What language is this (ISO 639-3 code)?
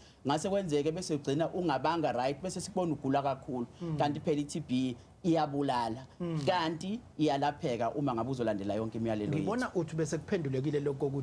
zul